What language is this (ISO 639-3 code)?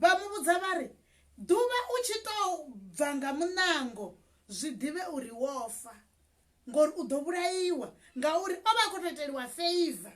ven